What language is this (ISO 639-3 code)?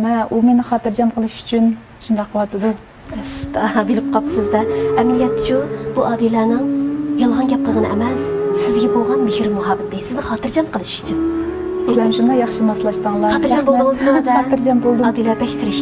uig